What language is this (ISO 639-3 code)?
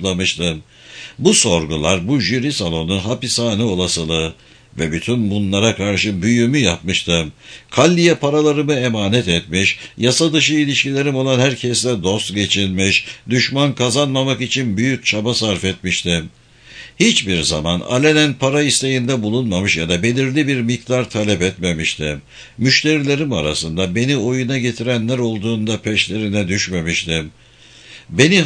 tur